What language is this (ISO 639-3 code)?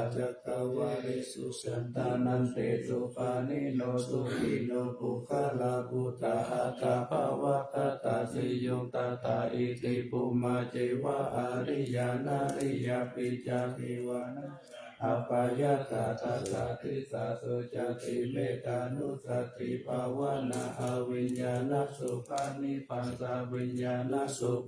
pli